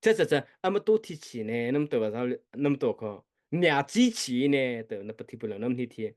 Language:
Mara Chin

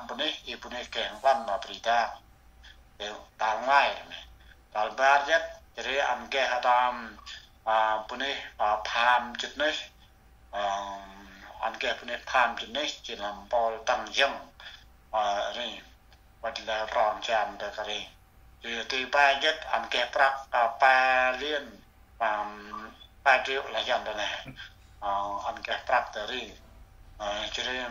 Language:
Central Mnong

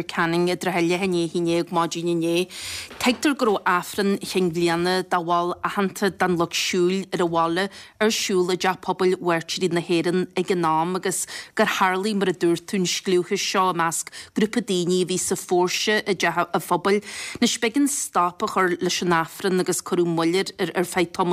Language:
Irish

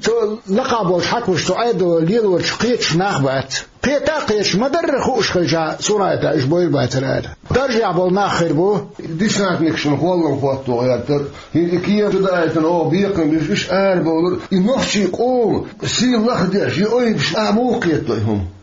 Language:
Chechen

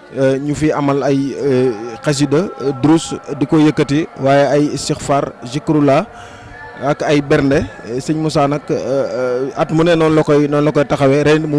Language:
Wolof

